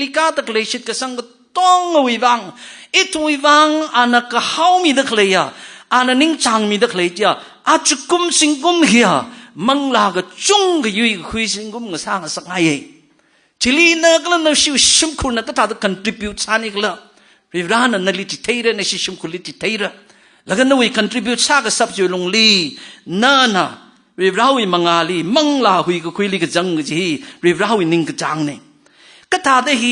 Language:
Tangkhul Naga (India)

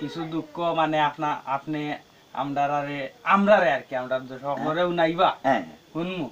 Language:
Sylheti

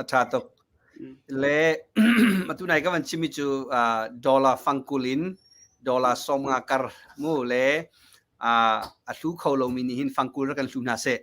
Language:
Hakha Chin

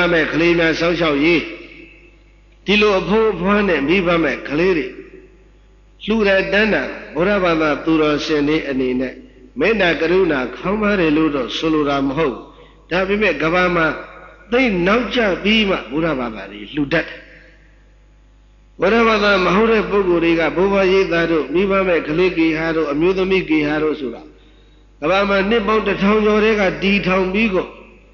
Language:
Burmese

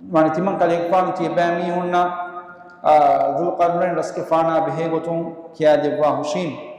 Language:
Divehi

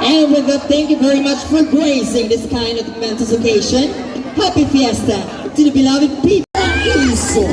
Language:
Masbatenyo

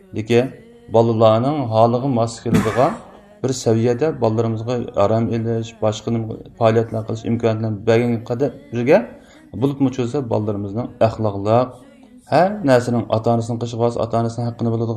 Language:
Uyghur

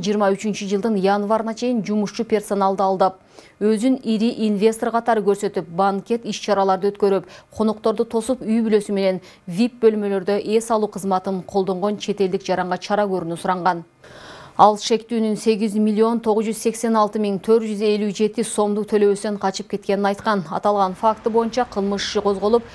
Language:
Kyrgyz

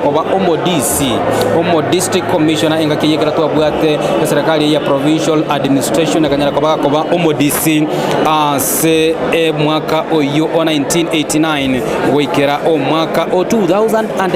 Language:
Gusii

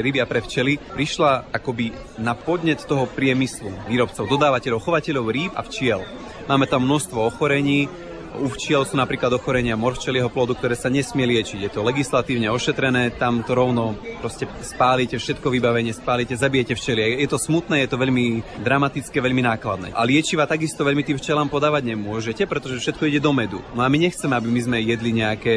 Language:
Slovak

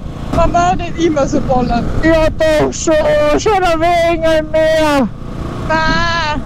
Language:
Bavarian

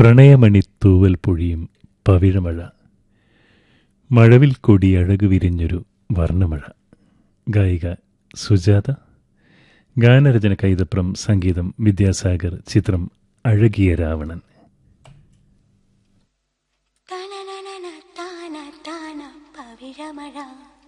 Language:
Malayalam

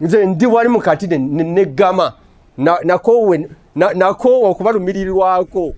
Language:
Ganda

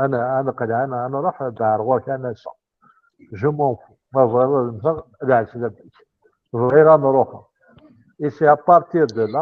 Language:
Kabyle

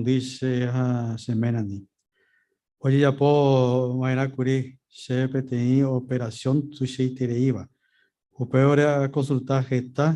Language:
Guarani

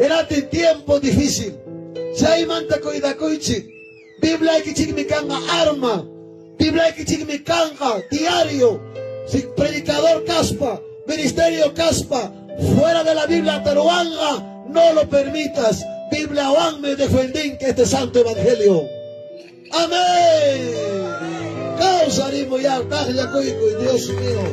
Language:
Ayacucho Quechua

